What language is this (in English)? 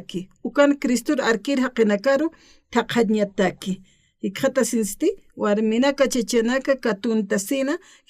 Aymara